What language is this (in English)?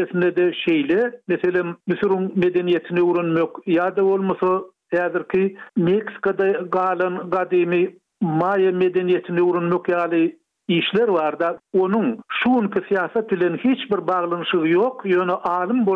Turkmen